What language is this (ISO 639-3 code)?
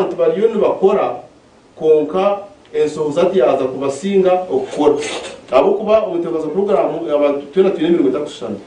nyn